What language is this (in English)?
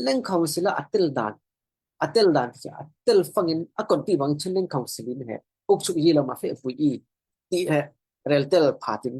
Falam Chin